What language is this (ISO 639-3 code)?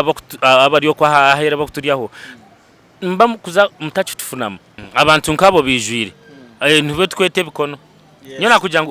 nyn